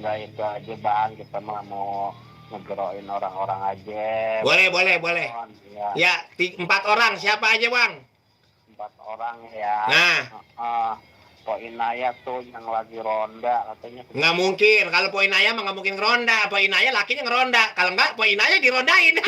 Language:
Betawi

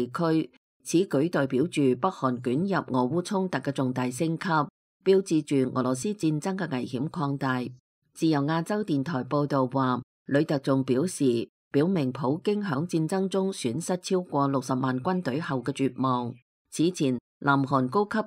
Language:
Cantonese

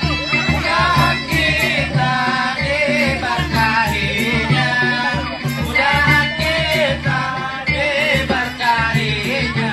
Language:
Banjar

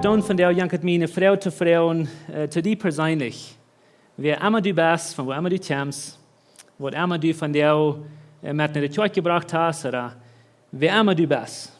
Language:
Plautdietsch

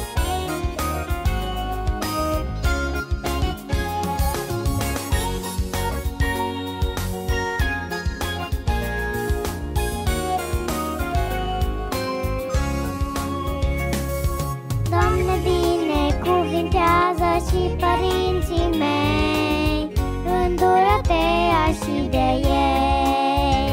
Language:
Romanian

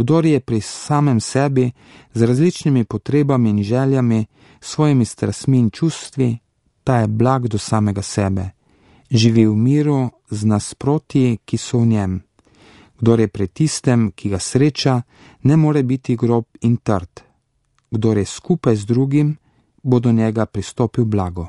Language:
Slovenian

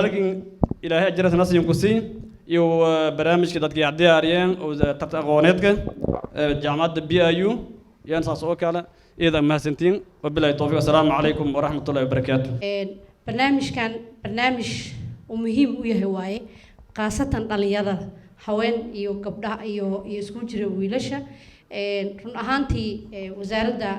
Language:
Somali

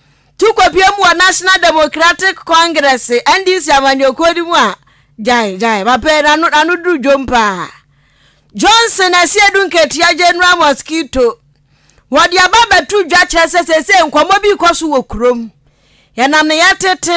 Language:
Akan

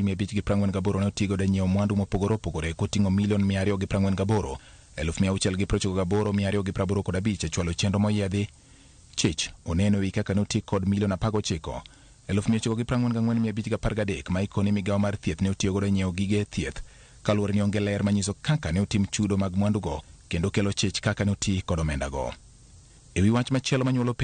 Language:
Luo (Kenya and Tanzania)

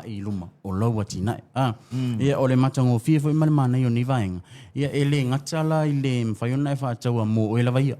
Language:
Samoan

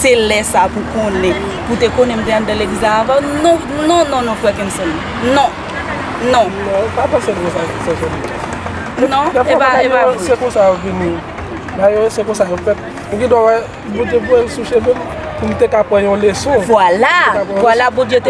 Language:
Haitian Creole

